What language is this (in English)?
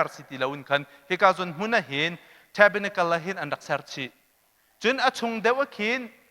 Hakha Chin